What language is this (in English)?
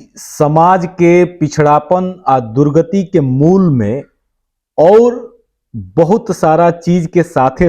Bhojpuri